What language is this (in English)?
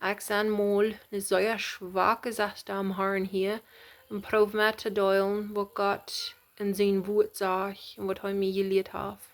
Plautdietsch